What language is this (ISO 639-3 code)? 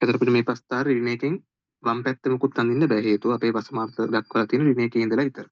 sin